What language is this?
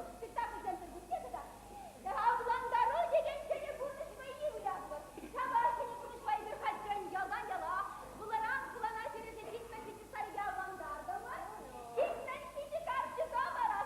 Chuvash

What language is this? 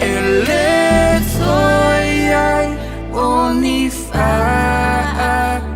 Samoan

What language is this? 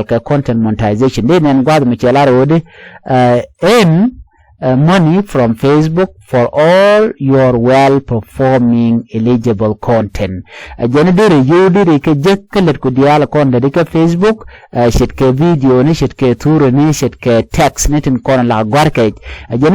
Nuer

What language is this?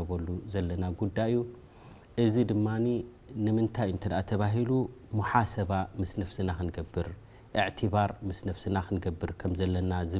Tigrinya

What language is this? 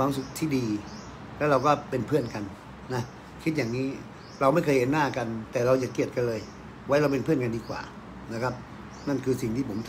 Thai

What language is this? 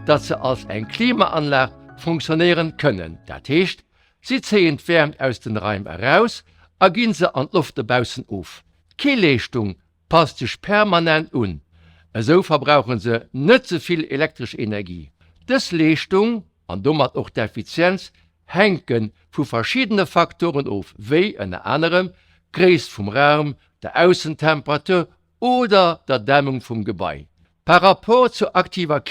Luxembourgish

